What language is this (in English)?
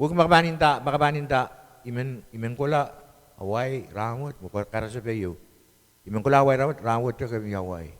Pohnpeian